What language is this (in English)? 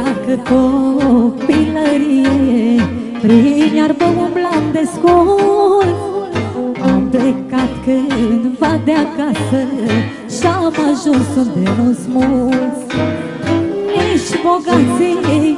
Romanian